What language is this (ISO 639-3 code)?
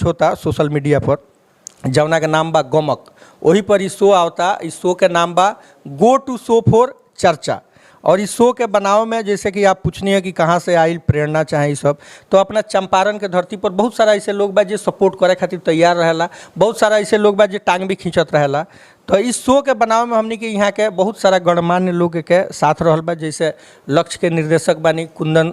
bho